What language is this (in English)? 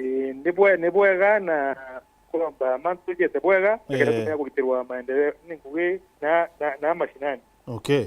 Meru